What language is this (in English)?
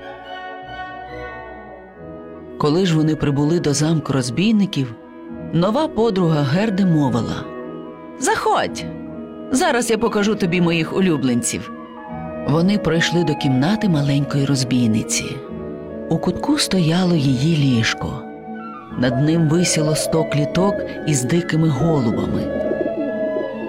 Ukrainian